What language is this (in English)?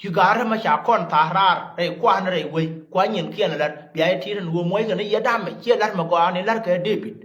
Nuer